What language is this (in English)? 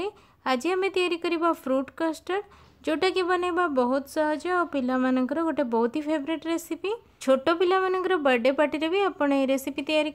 Odia